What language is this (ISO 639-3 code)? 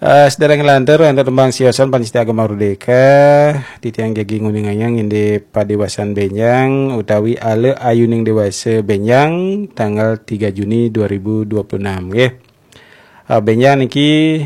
ban